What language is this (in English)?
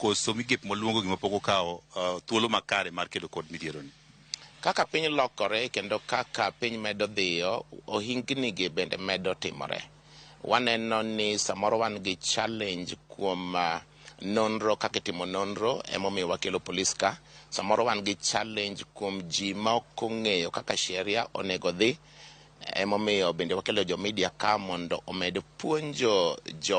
Luo (Kenya and Tanzania)